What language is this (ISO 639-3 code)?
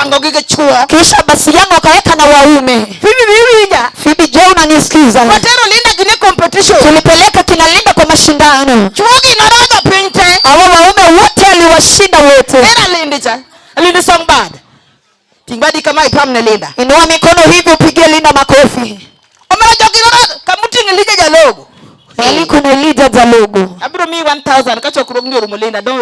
luo